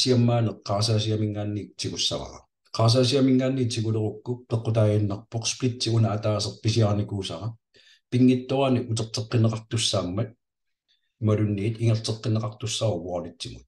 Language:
Kalaallisut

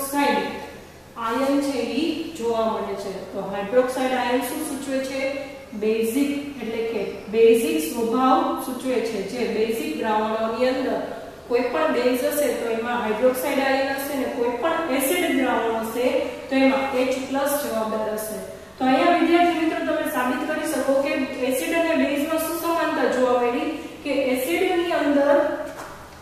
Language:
Gujarati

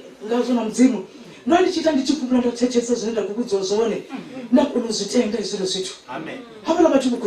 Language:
Venda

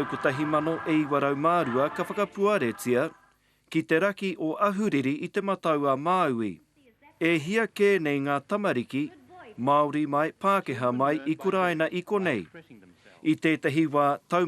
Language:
Māori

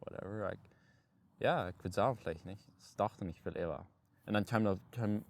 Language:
Plautdietsch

